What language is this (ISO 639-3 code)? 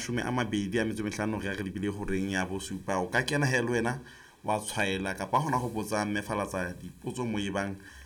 sot